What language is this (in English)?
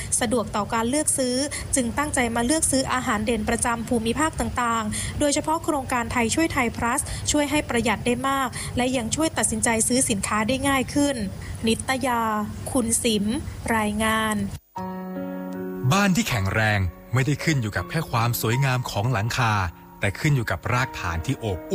Thai